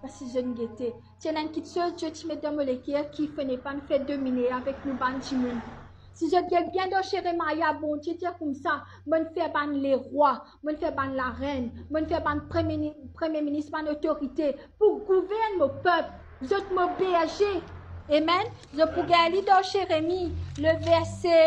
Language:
Morisyen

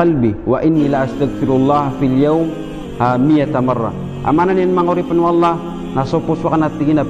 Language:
Maranao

